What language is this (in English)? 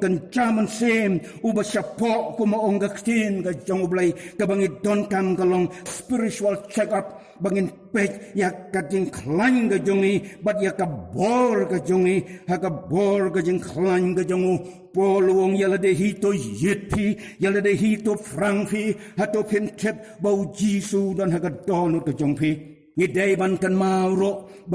Khasi